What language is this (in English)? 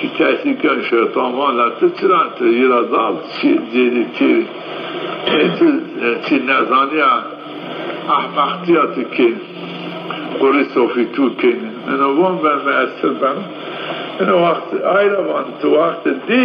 Zaza